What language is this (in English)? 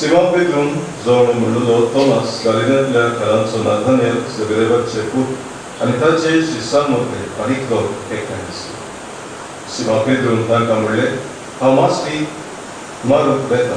Konkani